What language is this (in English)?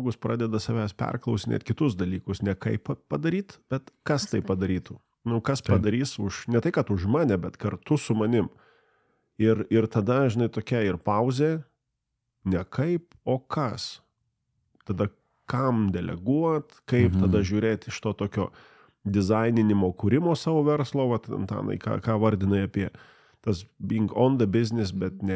Lithuanian